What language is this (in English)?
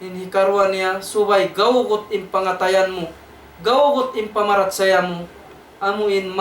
Tausug